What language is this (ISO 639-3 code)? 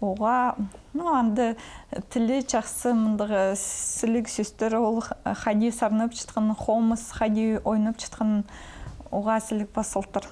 kjh